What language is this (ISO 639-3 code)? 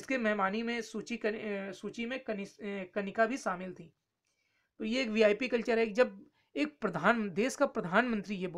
hin